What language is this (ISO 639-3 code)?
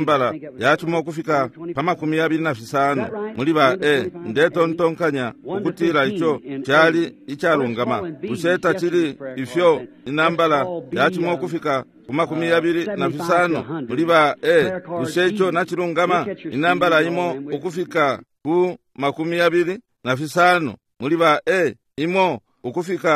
bem